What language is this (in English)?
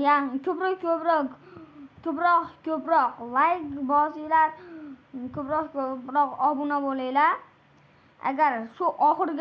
Uzbek